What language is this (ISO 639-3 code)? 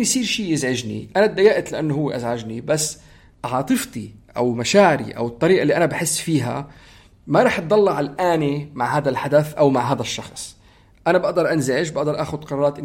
apc